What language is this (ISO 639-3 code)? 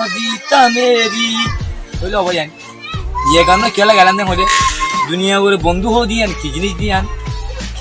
rhg